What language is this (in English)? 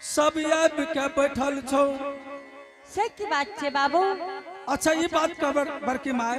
Angika